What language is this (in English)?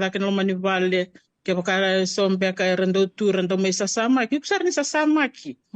Fijian